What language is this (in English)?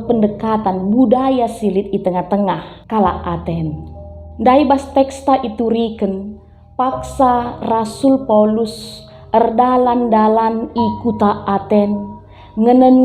Batak Karo